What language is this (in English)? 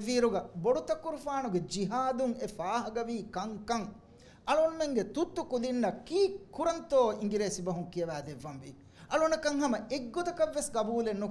Divehi